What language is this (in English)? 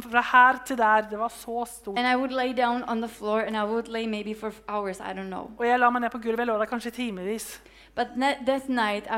Norwegian